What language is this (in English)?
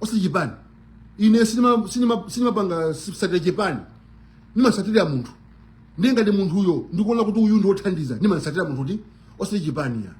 Nyanja